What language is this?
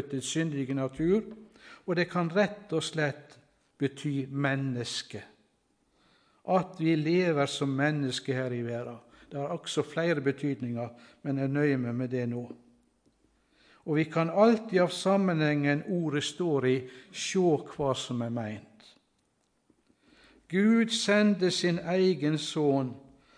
Norwegian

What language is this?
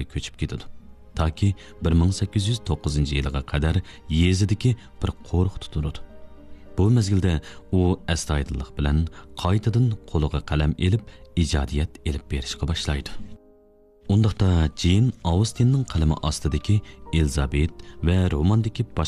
Uyghur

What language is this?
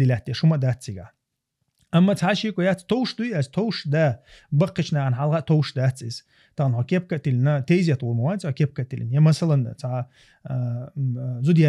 Chechen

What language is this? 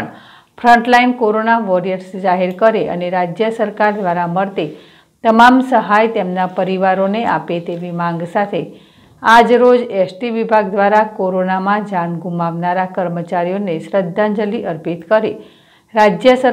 Gujarati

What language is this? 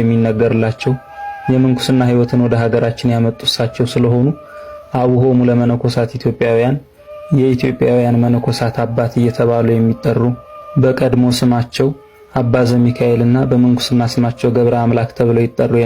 Amharic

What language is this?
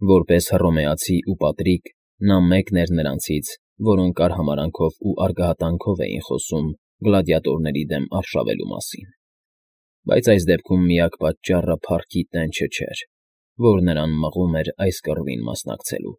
Armenian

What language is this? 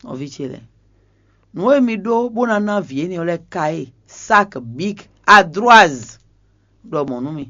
Fon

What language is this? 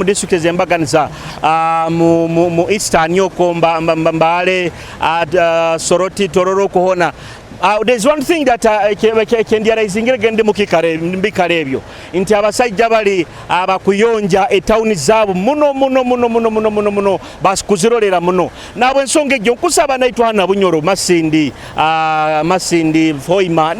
Nyoro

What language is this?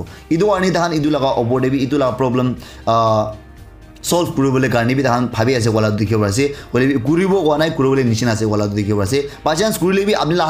Naga Pidgin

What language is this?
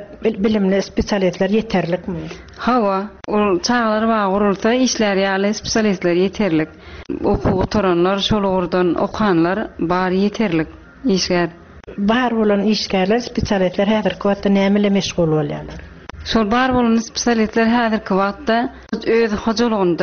Turkmen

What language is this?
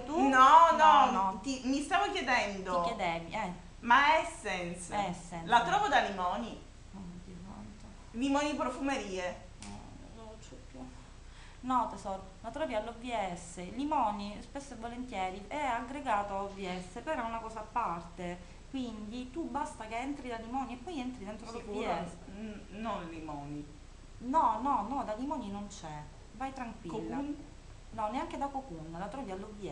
Italian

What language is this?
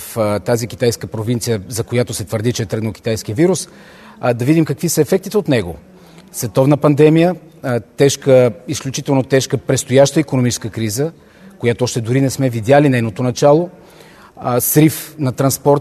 Bulgarian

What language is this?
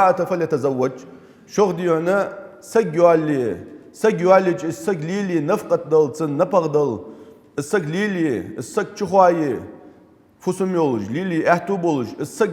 Ingush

